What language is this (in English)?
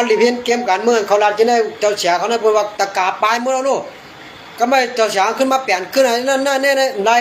Shan